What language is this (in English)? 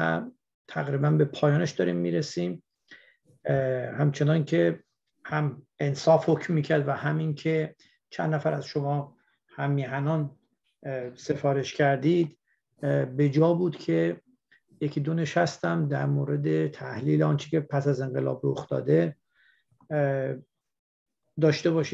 Persian